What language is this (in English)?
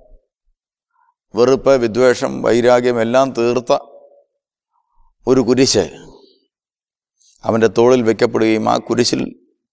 Malayalam